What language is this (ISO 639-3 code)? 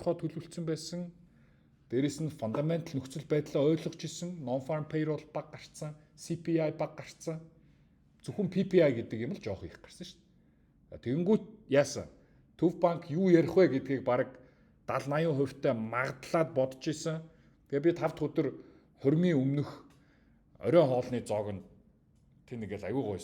mon